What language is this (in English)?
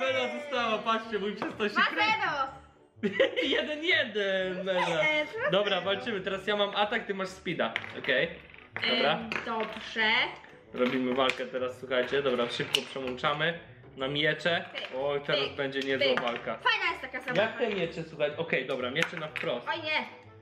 Polish